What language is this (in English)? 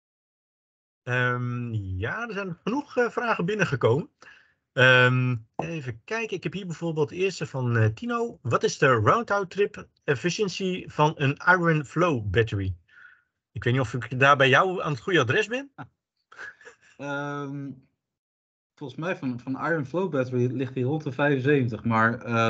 Dutch